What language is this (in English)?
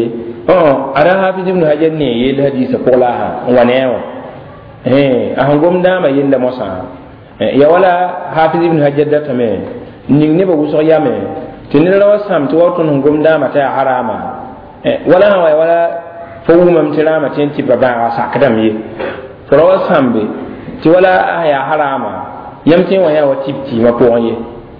Mossi